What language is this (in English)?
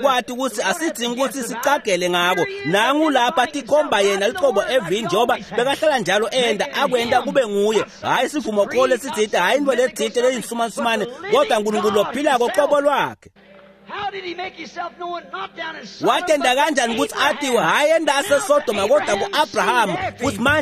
Swati